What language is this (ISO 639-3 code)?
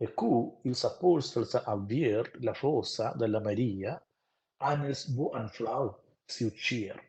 roh